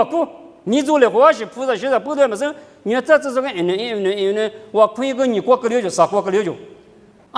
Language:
Lisu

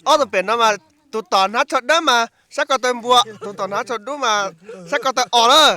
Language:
Hmong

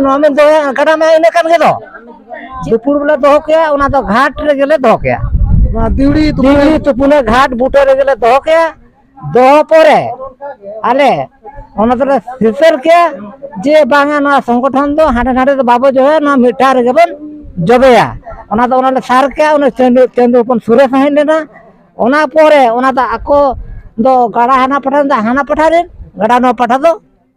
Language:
Santali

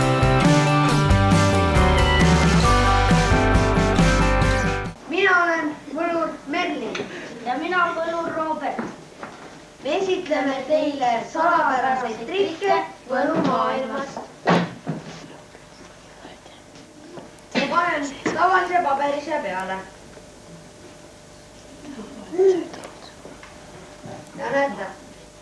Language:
Estonian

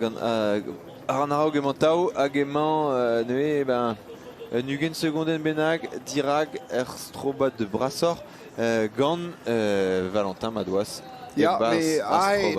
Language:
Breton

